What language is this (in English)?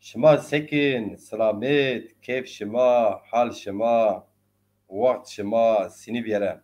Zaza